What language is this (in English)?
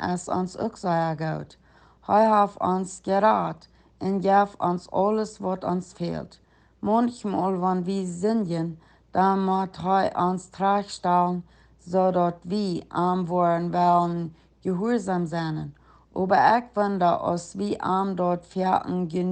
Plautdietsch